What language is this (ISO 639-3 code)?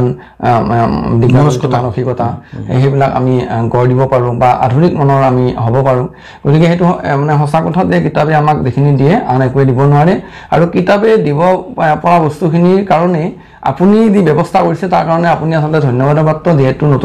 asm